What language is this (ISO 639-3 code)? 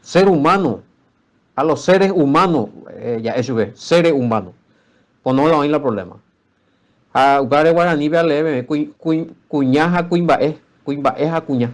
grn